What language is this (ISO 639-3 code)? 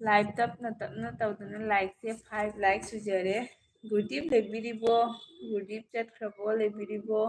mni